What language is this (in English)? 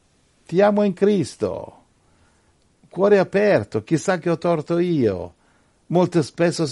Italian